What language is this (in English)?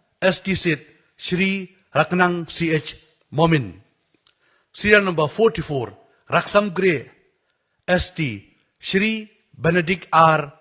Khasi